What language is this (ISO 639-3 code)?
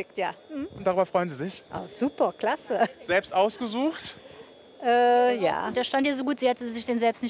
deu